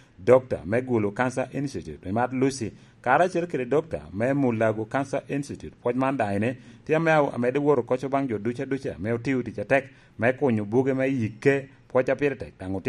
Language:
Lango (Uganda)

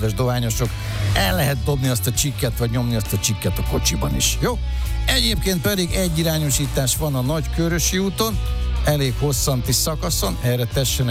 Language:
Hungarian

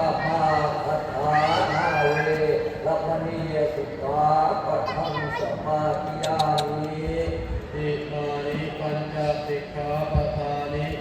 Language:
Pali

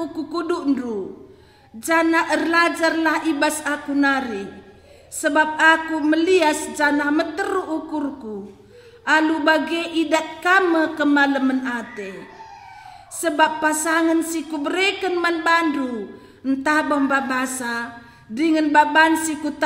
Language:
Batak Karo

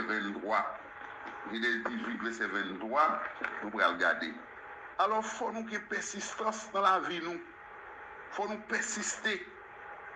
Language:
Haitian Creole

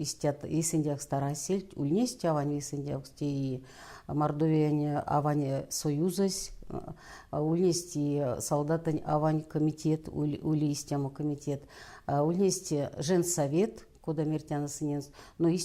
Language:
Erzya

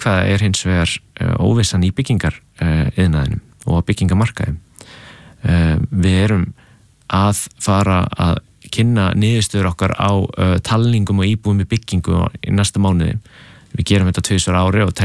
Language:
Icelandic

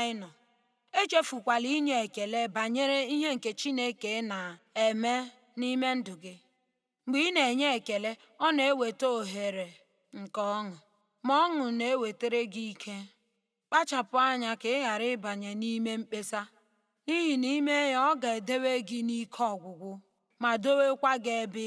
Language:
Igbo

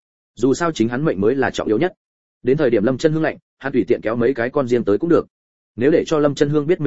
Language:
Vietnamese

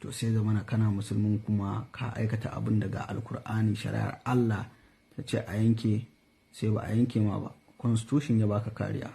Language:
Hausa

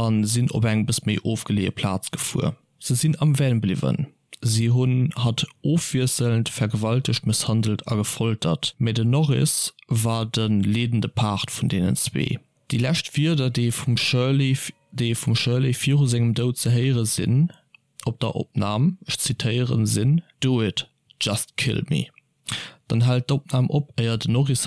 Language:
Luxembourgish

